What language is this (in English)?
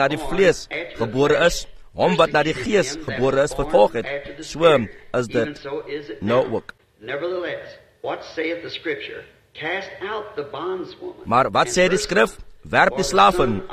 Afrikaans